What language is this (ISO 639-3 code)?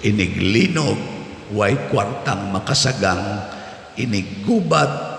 ceb